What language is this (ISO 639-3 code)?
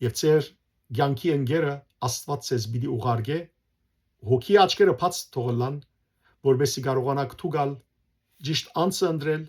hyw